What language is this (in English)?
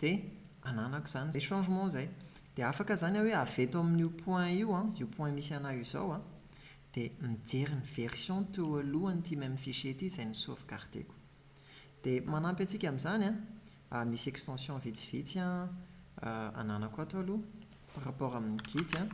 Malagasy